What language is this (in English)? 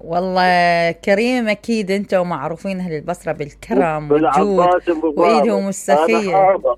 Mesopotamian Arabic